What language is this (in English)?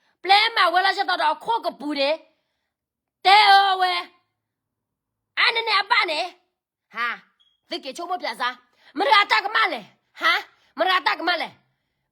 S'gaw Karen